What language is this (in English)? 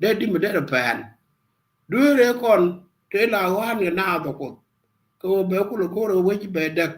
Nuer